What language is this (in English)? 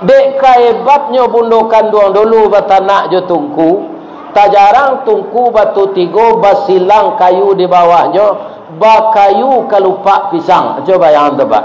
Minangkabau